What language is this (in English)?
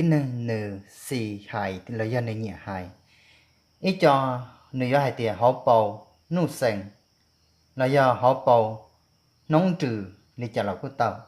Hmong